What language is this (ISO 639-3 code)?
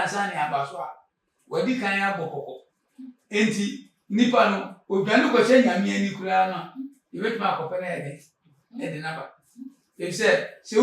aka